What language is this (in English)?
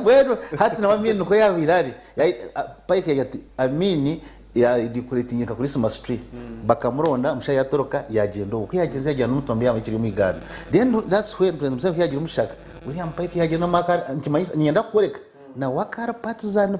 Nyankole